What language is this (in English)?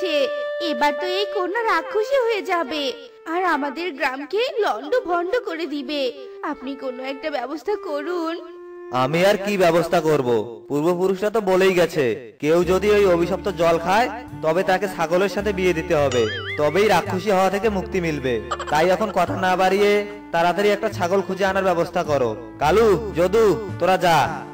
Bangla